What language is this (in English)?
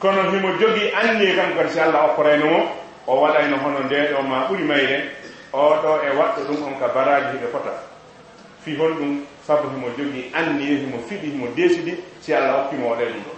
Fula